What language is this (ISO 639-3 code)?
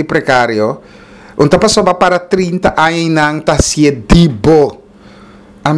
pap